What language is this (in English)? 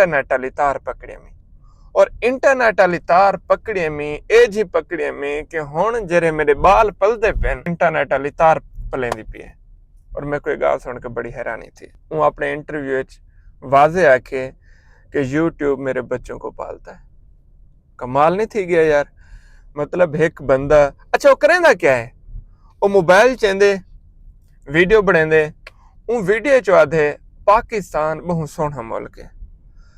Saraiki